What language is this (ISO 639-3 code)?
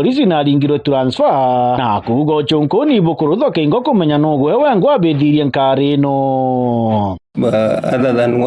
mer